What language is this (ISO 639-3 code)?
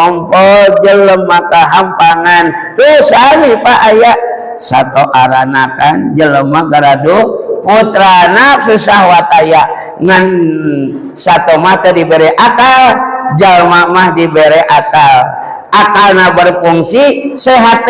sun